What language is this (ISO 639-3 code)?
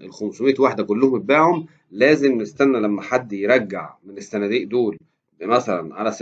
arz